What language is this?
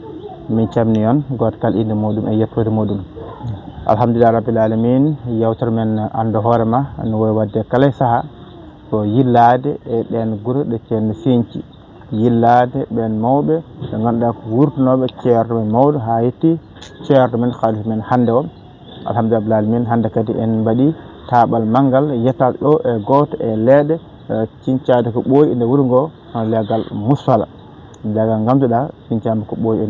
Fula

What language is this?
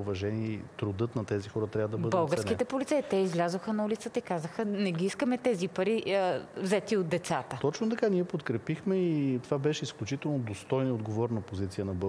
Bulgarian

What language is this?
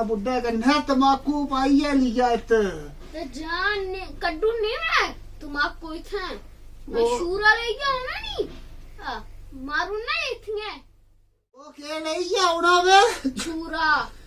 Dogri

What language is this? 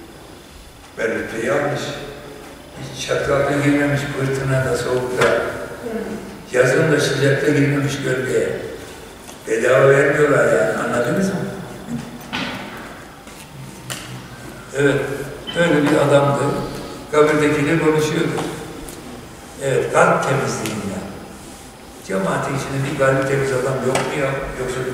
Turkish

